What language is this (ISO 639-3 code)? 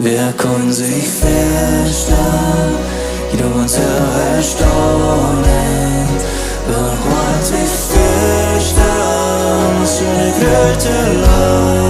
pdt